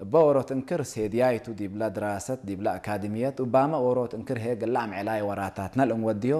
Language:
Tigre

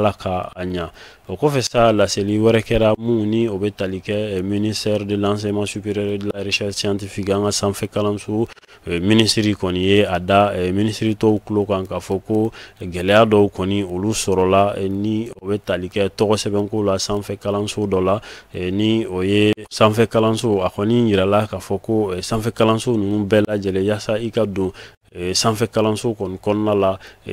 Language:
Bambara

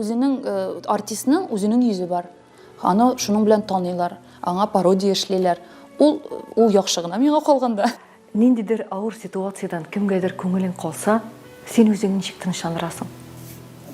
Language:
Tatar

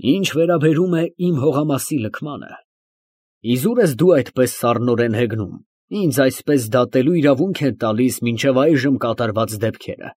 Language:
Armenian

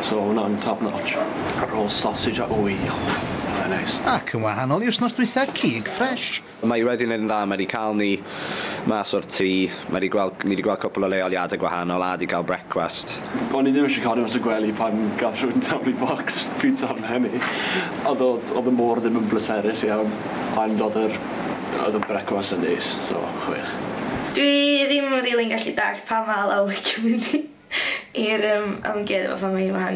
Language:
Welsh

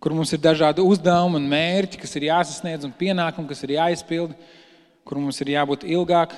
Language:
Latvian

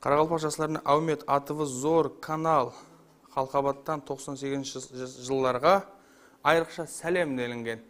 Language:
Kara-Kalpak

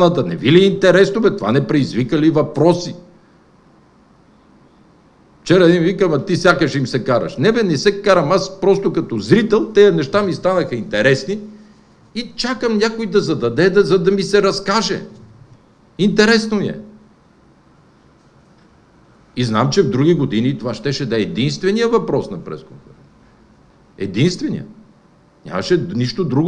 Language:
Bulgarian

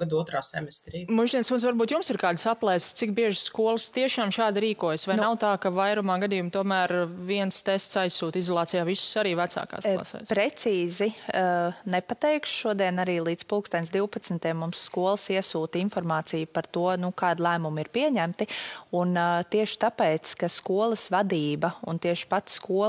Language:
Latvian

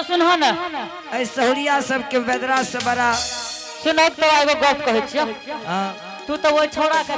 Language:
Angika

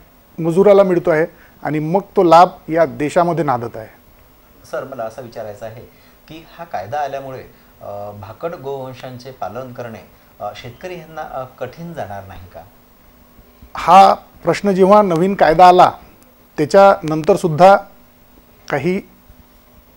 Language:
Marathi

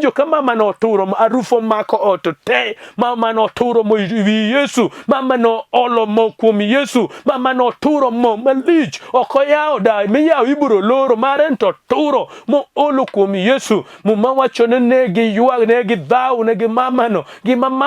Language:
Luo (Kenya and Tanzania)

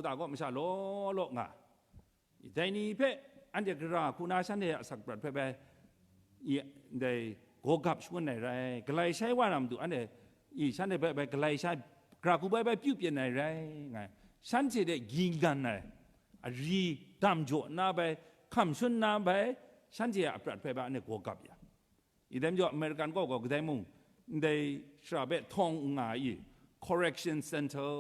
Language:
Kachin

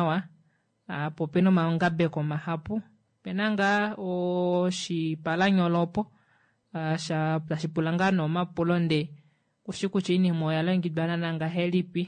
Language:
Kuanyama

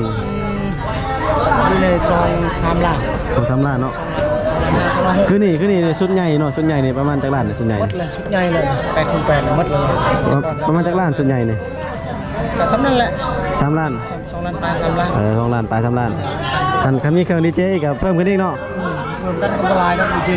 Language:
Lao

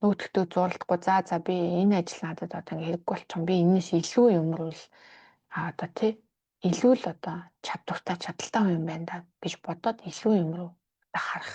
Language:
Mongolian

